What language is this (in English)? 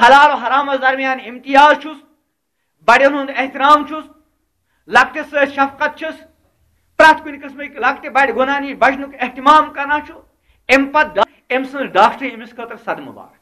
Kashmiri